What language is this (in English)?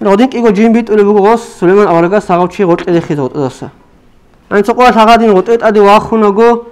Avaric